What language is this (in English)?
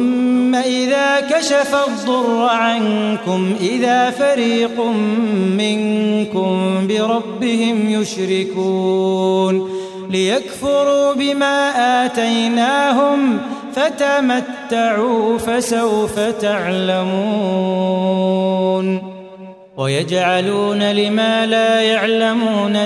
Arabic